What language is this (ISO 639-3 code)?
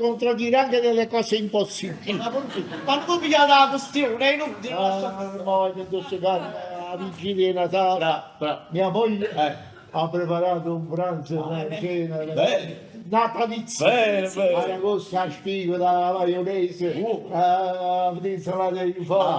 nap